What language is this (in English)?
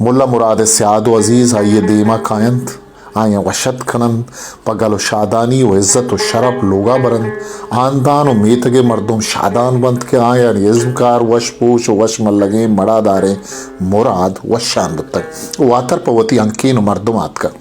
Eastern Balochi